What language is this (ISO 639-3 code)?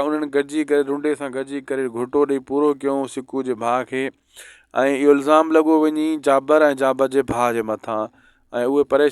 snd